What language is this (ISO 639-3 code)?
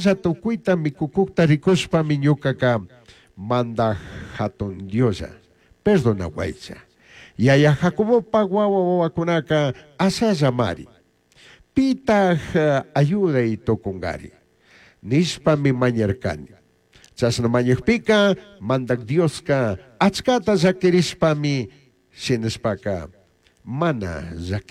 qug